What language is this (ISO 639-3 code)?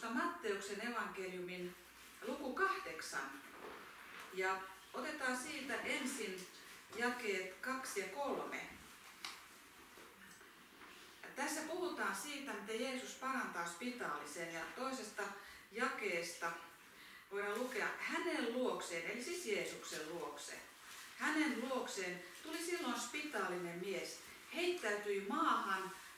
fin